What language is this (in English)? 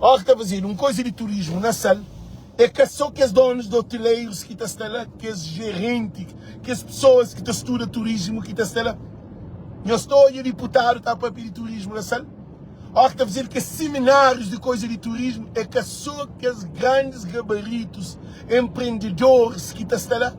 Kabuverdianu